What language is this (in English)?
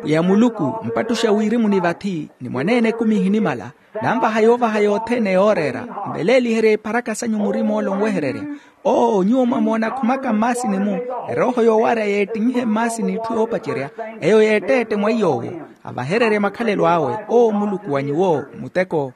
Makhuwa